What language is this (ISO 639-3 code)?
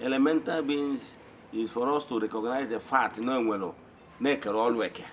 ibo